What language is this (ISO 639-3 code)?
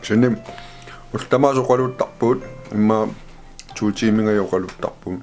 kal